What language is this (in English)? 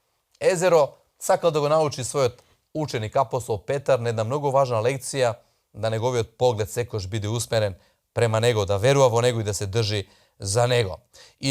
Macedonian